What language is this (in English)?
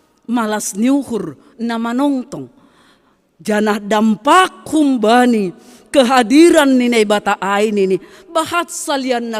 Batak Simalungun